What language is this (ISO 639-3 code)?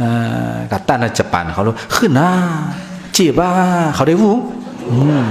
shn